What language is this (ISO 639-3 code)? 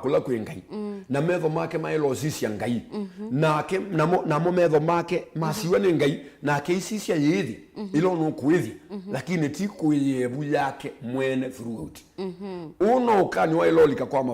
kam